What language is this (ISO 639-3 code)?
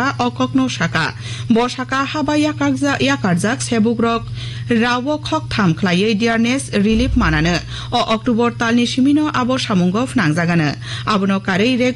trp